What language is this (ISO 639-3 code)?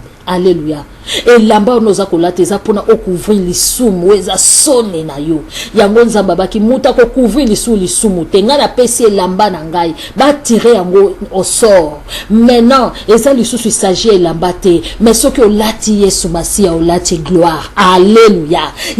lin